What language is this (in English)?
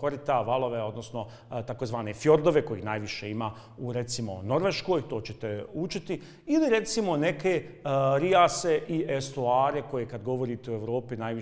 Bosnian